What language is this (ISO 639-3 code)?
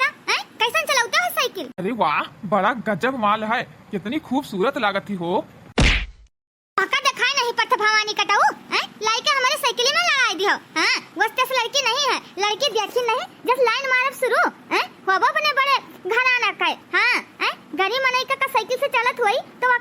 awa